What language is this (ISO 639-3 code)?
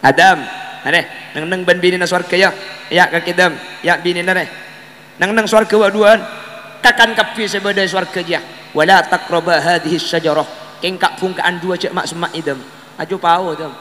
mad